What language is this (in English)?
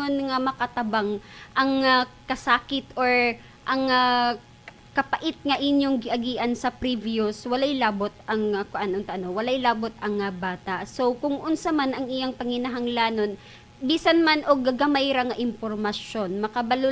Cebuano